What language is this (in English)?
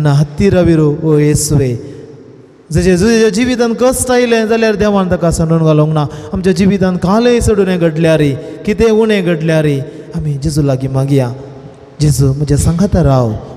Konkani